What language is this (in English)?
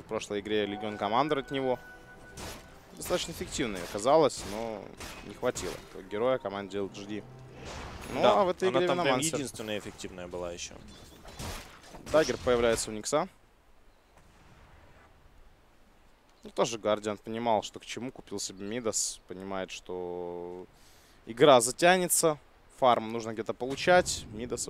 Russian